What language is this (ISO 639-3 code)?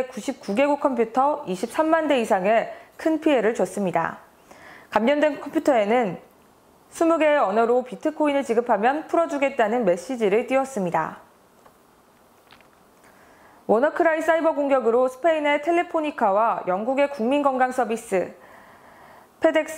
kor